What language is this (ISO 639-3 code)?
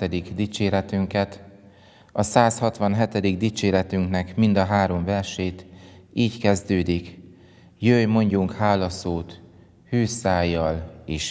hun